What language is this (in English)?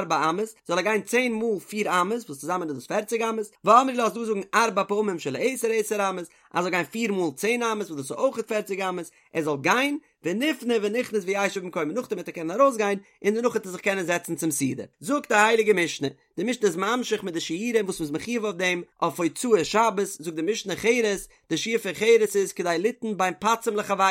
Yiddish